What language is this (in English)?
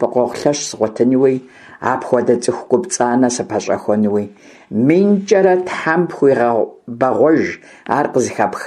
Kabardian